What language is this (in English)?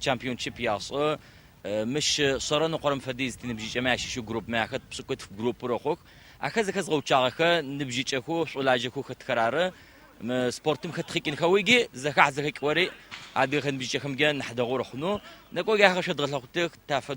Adyghe